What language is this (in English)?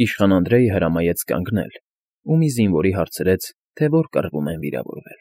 Armenian